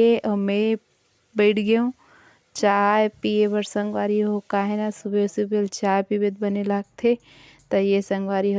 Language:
Chhattisgarhi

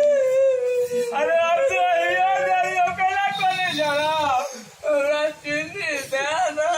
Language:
Maithili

